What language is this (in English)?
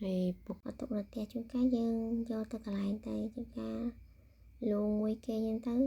Khmer